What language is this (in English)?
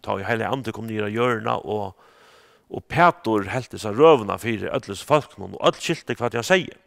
Faroese